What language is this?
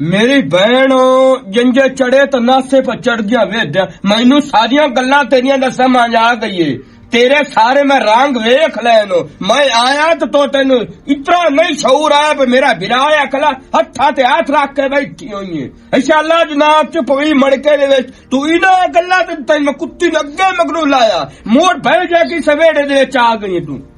Western Panjabi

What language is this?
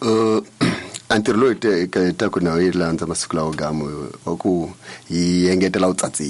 Tsonga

